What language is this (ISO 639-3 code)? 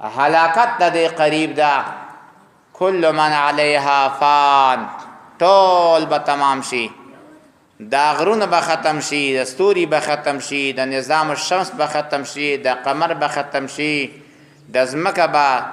pus